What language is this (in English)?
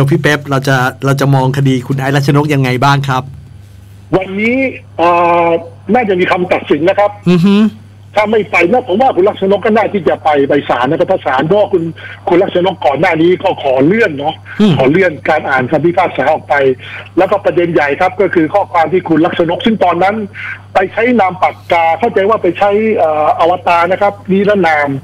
Thai